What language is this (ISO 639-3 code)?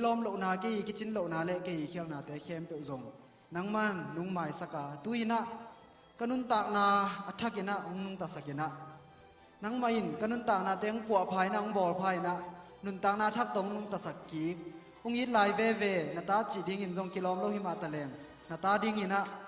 ctd